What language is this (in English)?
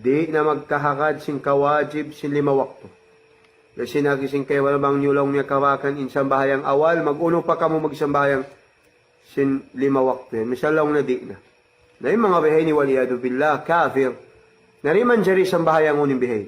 Tausug